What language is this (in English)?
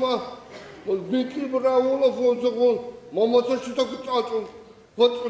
Ossetic